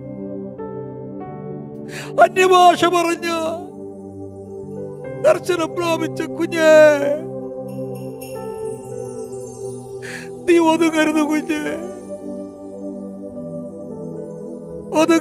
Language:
Malayalam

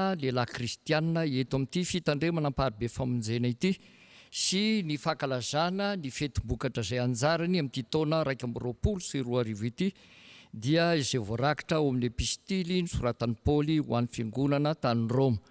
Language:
Malagasy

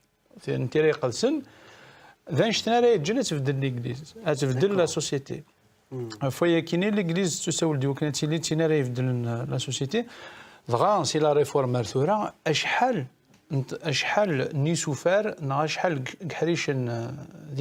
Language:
Kabyle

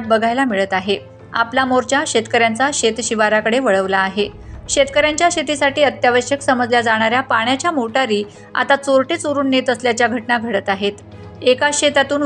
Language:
Marathi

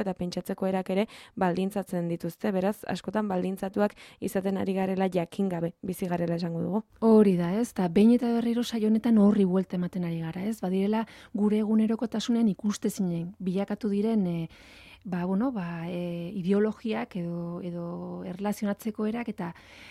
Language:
Basque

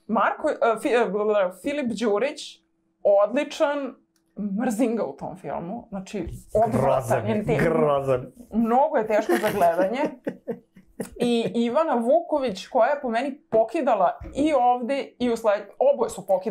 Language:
Serbian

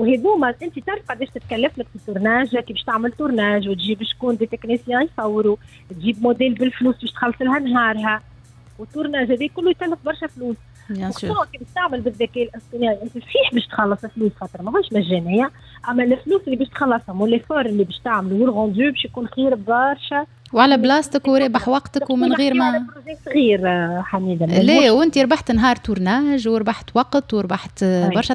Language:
Tunisian Arabic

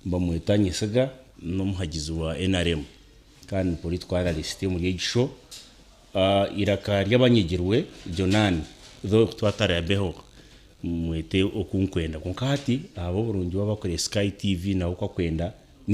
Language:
Nyankole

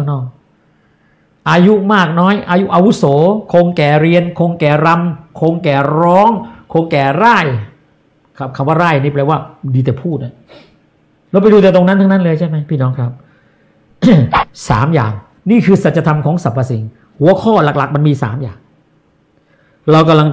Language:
Thai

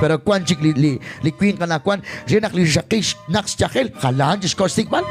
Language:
Kekchí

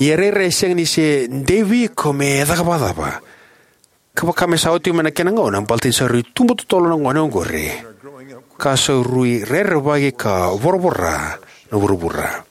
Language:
Fijian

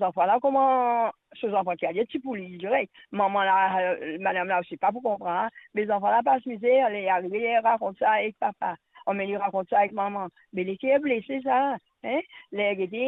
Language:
Morisyen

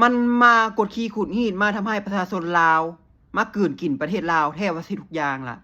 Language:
Lao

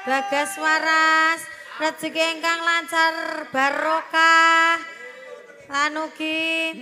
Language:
Javanese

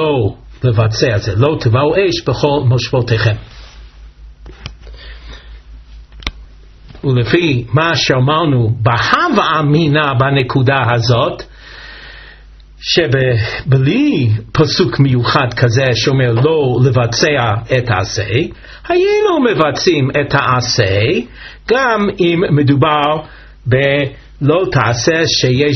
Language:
Hebrew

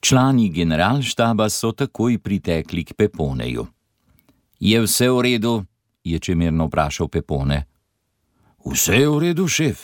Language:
Slovenian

